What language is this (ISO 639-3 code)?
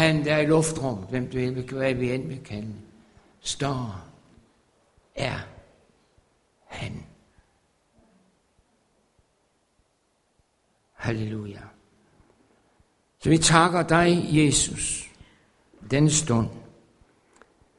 dan